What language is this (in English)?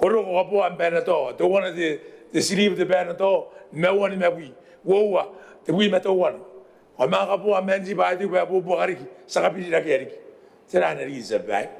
Gilbertese